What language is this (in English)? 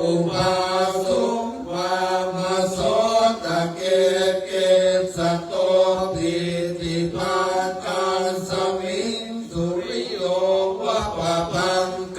Pali